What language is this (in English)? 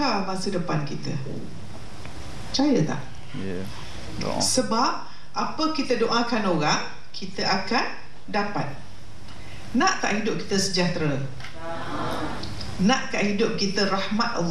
Malay